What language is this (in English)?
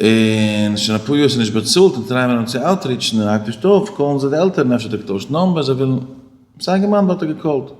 Yiddish